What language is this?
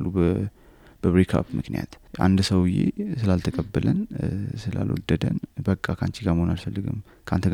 Amharic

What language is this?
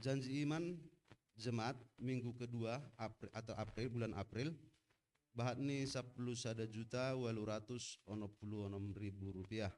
Batak Simalungun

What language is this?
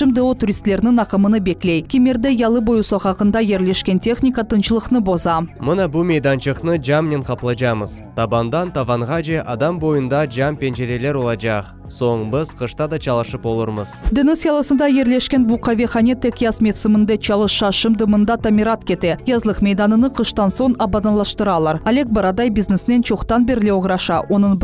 Crimean Tatar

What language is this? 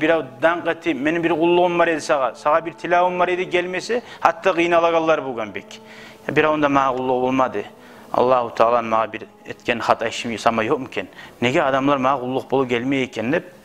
Kumyk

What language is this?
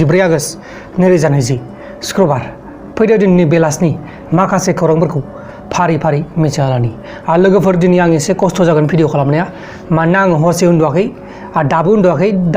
Bodo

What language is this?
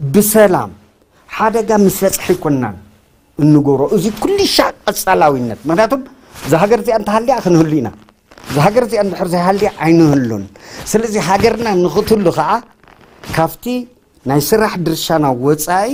Tigrinya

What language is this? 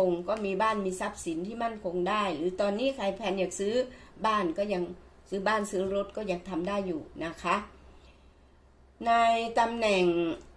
Thai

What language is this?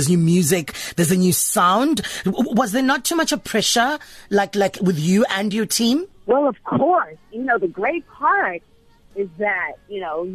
English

